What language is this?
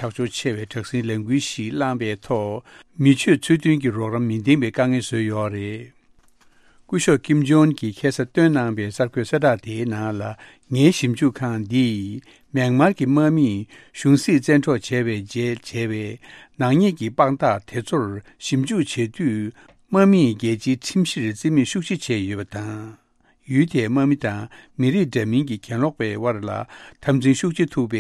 Tibetan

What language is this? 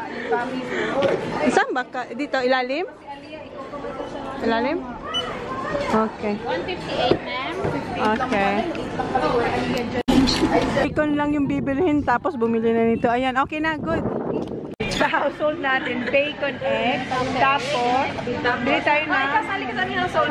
Filipino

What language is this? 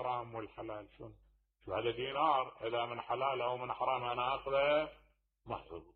Mesopotamian Arabic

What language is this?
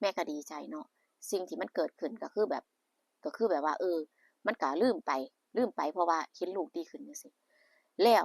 Northeastern Thai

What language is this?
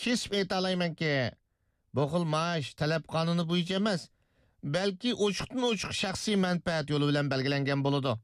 Uyghur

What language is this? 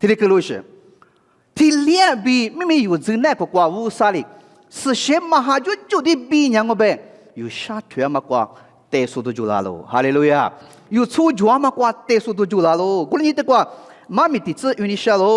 Lisu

